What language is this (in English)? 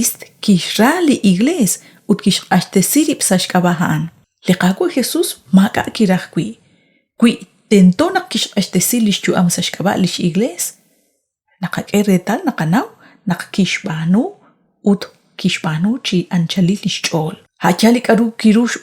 Kekchí